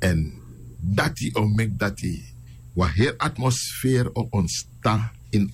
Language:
Sranan Tongo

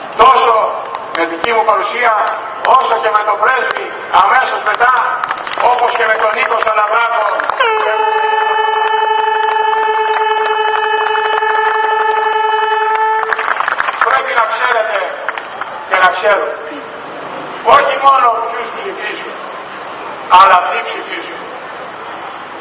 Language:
Greek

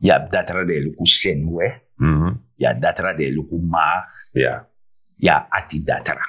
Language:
Sranan Tongo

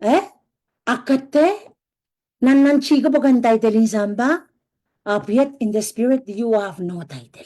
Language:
Pohnpeian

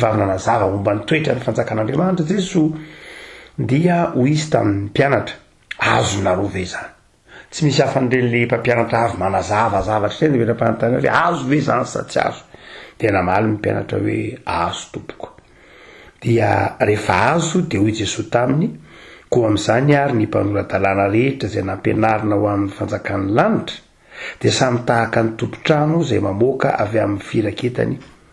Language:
Malagasy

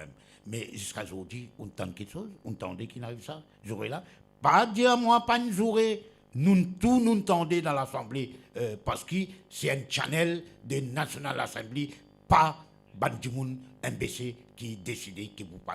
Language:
Morisyen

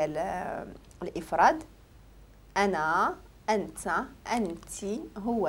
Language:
Moroccan Arabic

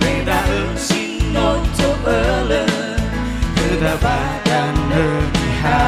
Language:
Nias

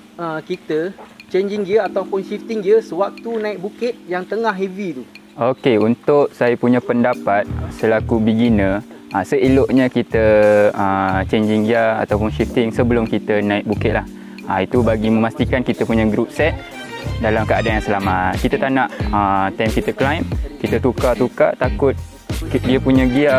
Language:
Malay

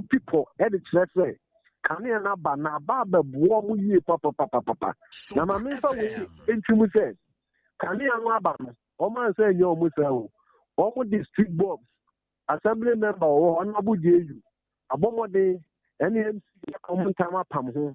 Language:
Akan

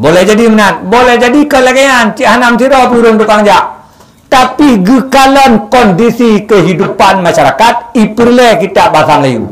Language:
Achinese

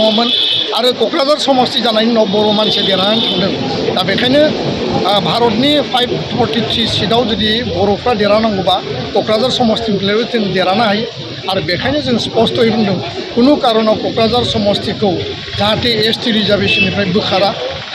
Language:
Bodo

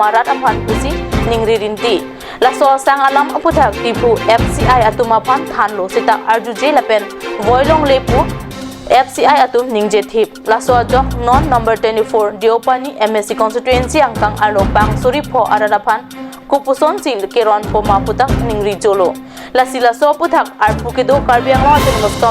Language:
Karbi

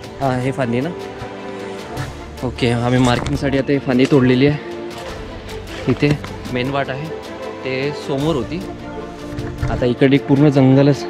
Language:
Marathi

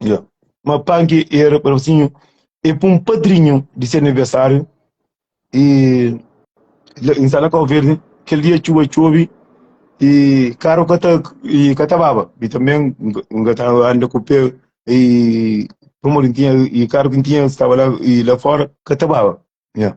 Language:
Kabuverdianu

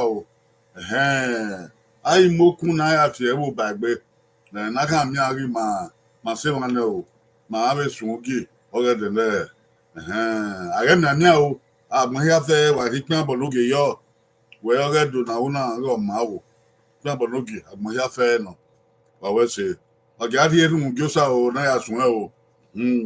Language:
Bini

